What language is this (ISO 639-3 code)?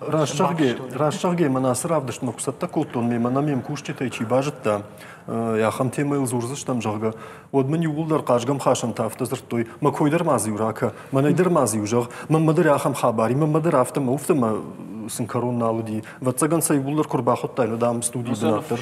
oss